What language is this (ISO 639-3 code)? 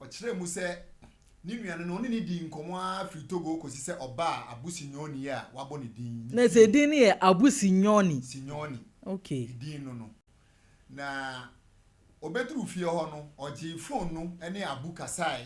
aka